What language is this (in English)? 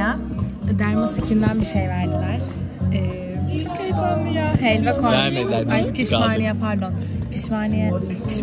Turkish